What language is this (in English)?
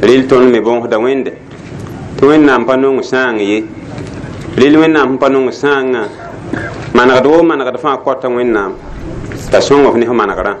Mossi